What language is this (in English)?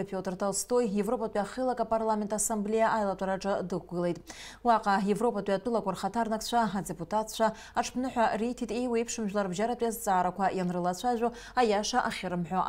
Abkhazian